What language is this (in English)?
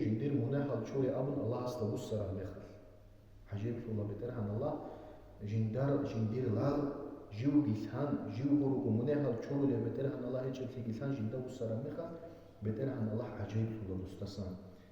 Avaric